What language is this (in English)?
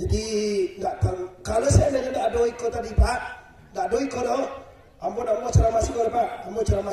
Minangkabau